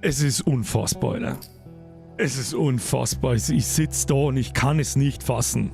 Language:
Bavarian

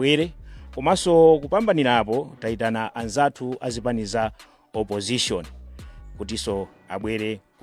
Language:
Nyanja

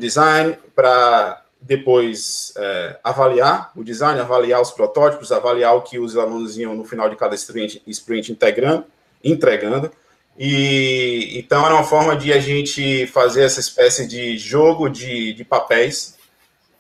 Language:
Portuguese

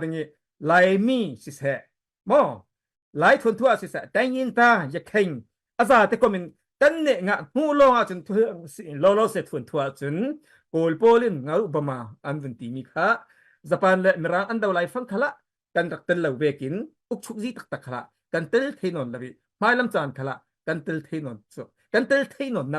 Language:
Falam Chin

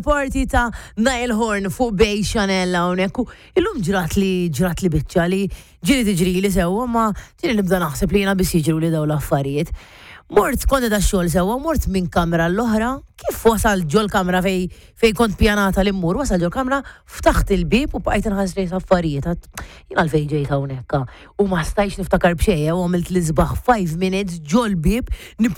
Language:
Maltese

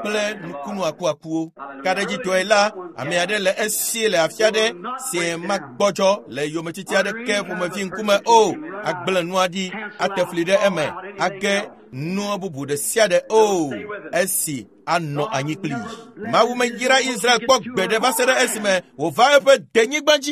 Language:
Ewe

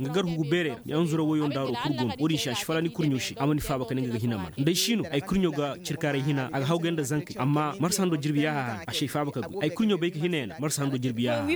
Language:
Koyraboro Senni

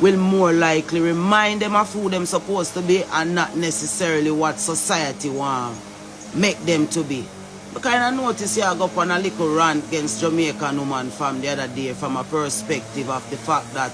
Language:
Jamaican Creole English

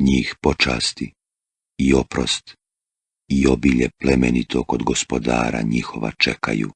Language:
Bosnian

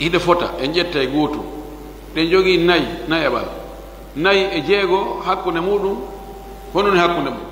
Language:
Fula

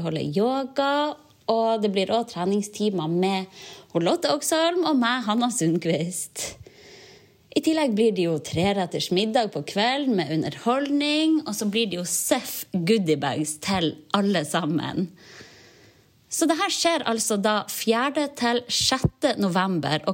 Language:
Norwegian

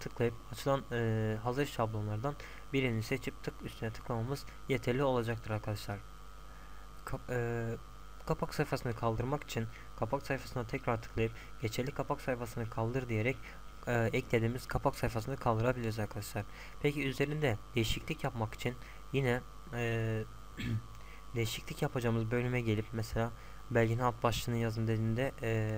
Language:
Turkish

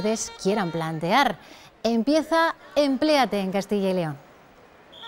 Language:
Spanish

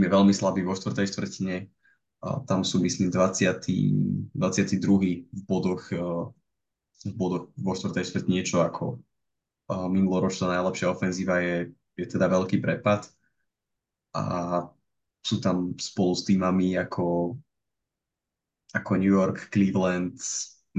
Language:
Slovak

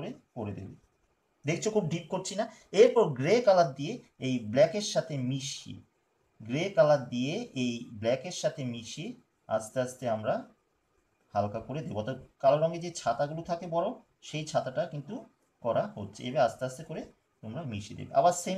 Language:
Bangla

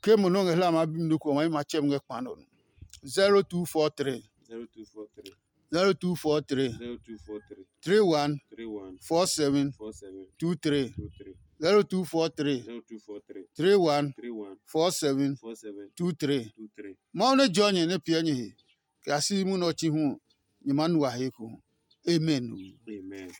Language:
Adangme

